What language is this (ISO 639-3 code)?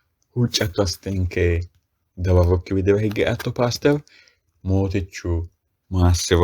sid